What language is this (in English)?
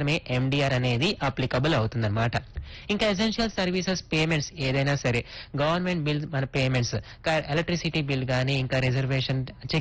Telugu